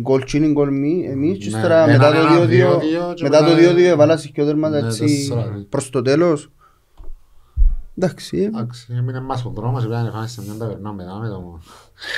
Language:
Greek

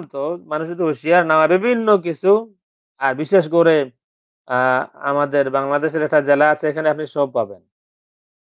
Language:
Bangla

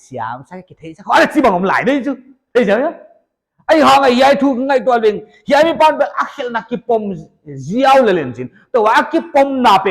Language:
Paite Chin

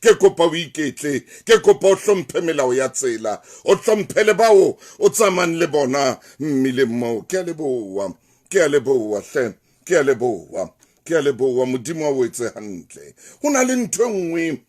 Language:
Southern Sotho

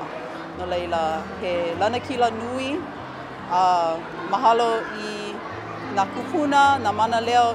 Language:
Hawaiian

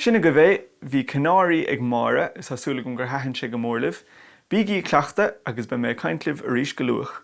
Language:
Irish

